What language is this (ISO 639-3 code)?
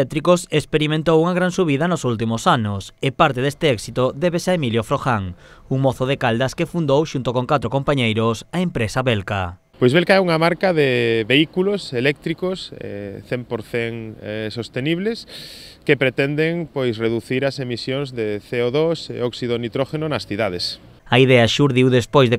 glg